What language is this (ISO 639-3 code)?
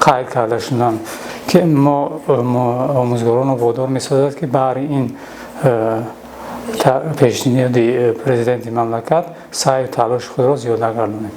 tgk